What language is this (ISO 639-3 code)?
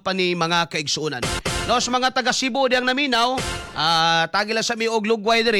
ceb